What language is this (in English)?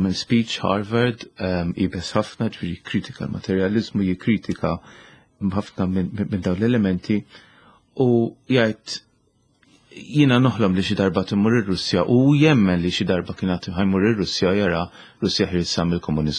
Maltese